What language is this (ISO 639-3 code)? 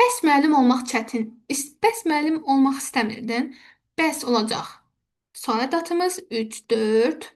aze